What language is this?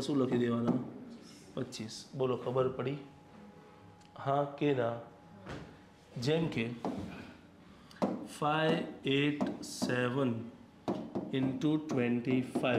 Gujarati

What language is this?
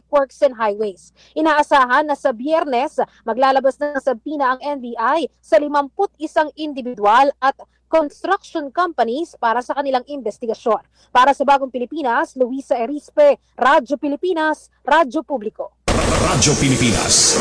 Filipino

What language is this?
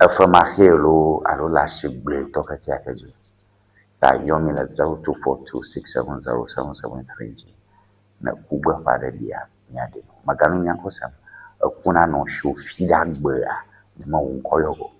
Ewe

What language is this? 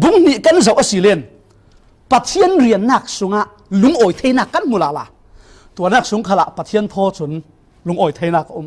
Falam Chin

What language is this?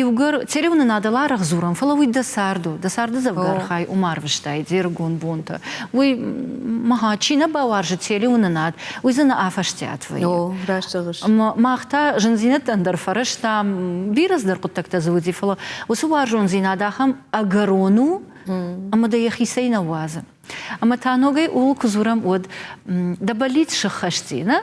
Ossetic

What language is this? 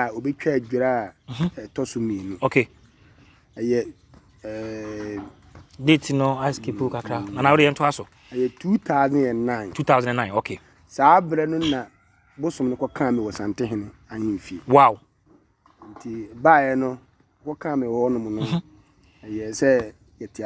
Akan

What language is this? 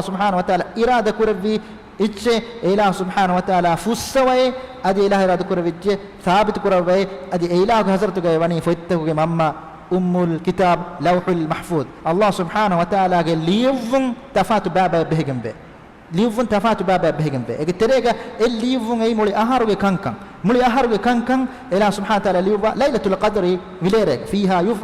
Divehi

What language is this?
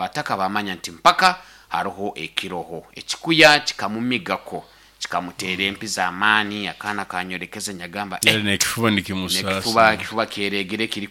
Nyoro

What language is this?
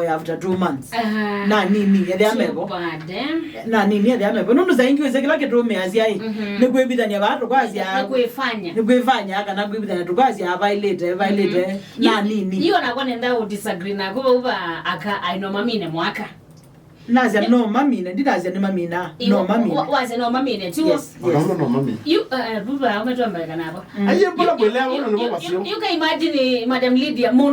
Kamba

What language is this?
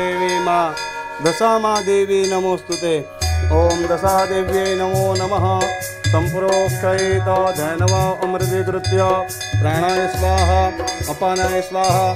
Gujarati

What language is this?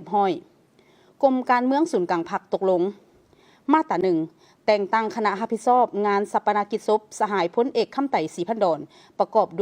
Lao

